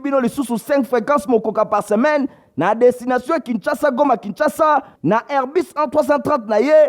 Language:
Lingala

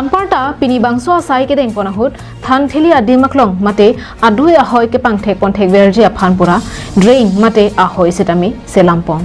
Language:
Karbi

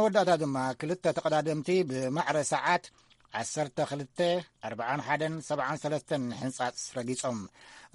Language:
Tigrinya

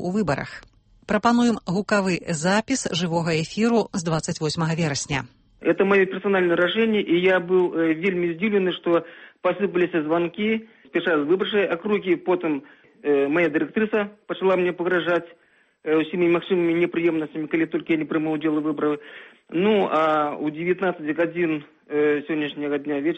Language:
Belarusian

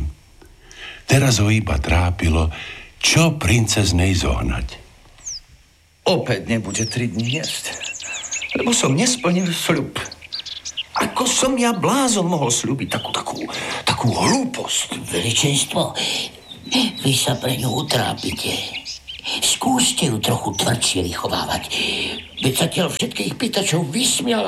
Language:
Slovak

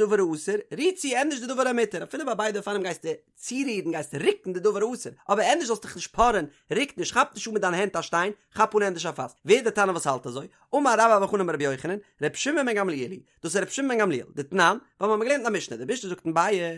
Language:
Yiddish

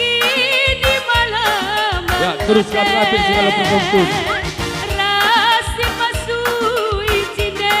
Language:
Batak Karo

